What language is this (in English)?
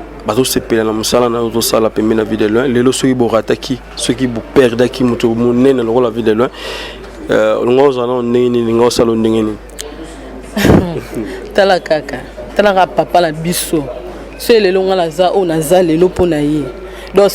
Lingala